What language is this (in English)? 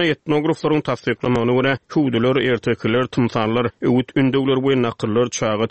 Turkmen